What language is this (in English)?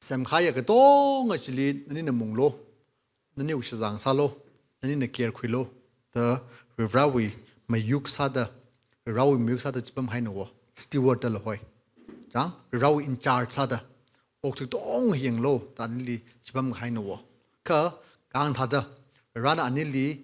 Tangkhul Naga (India)